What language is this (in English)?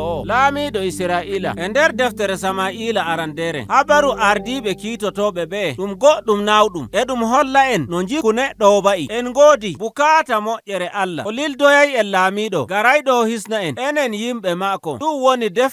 Nigerian Fulfulde